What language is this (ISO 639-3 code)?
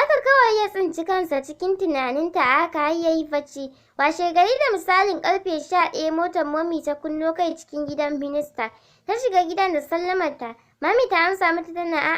hau